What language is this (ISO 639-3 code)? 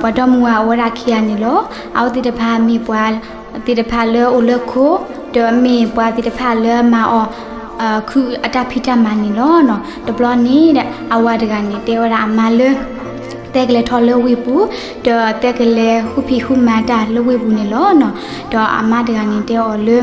ksw